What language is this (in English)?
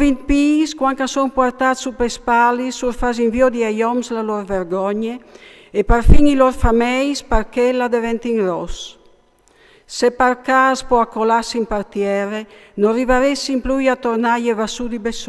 Friulian